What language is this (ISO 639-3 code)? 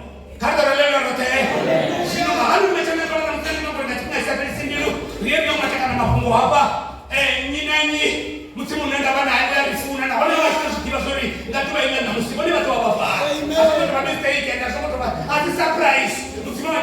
ven